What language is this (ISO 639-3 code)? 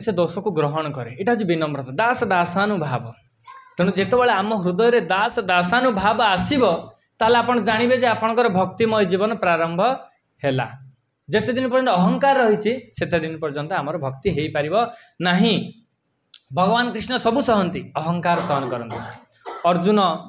ori